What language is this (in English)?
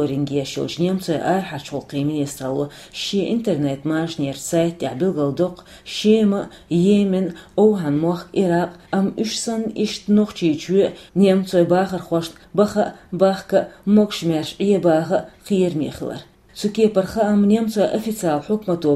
Chechen